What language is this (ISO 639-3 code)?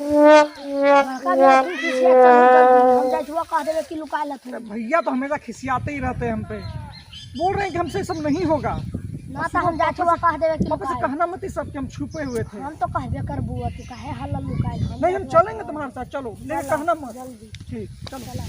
mag